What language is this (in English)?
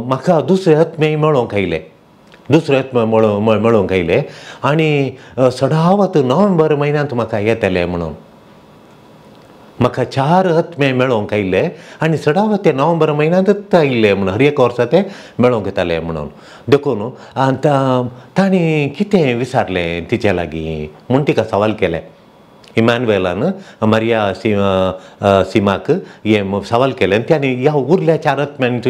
Konkani